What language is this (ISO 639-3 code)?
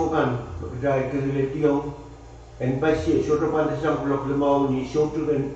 pon